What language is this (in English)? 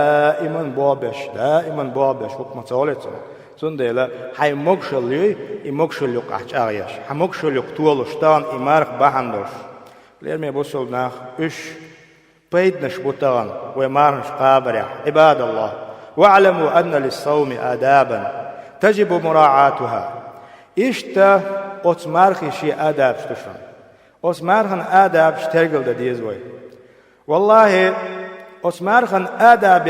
Chechen